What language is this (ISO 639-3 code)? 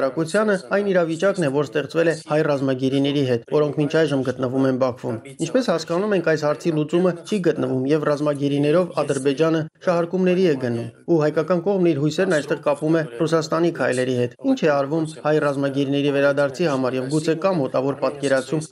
hye